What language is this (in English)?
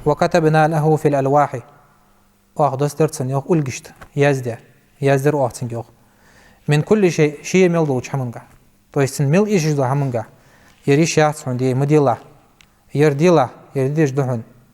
Ingush